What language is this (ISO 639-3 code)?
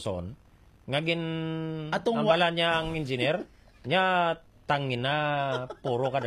hil